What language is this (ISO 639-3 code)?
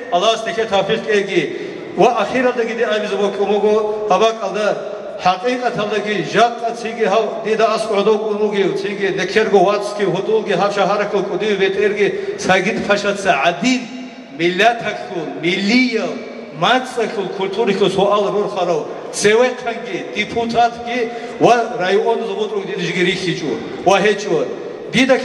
ava